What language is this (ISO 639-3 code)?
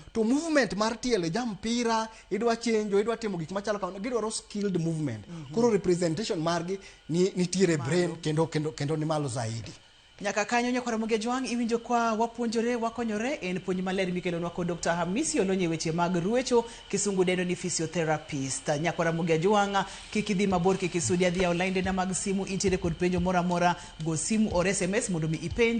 luo